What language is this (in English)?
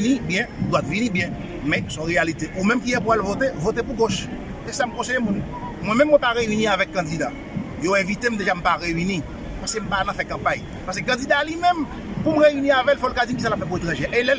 Haitian Creole